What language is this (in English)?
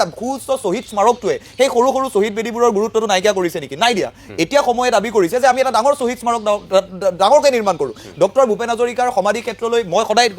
Assamese